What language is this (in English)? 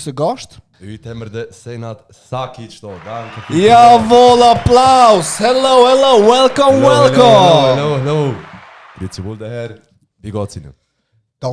Swiss German